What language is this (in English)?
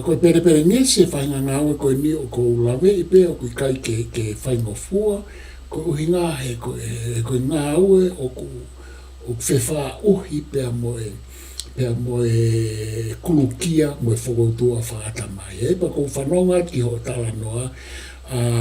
Tongan